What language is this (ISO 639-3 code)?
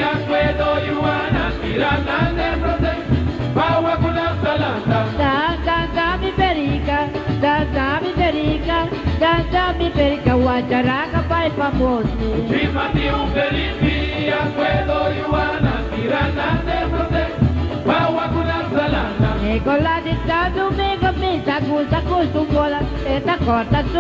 pap